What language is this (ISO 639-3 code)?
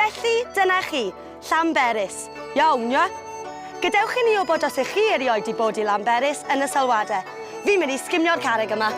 cym